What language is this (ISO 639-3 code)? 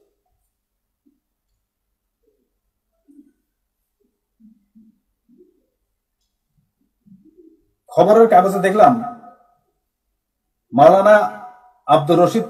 ben